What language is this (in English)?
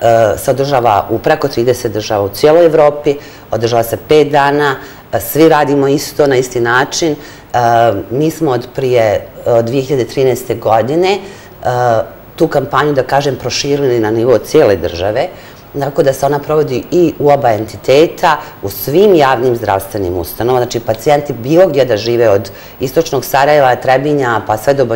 Bosnian